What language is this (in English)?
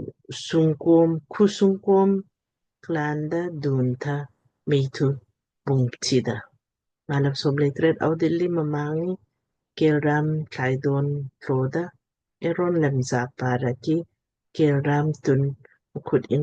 Lamkang